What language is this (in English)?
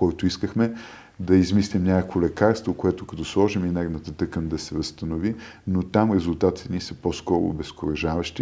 Bulgarian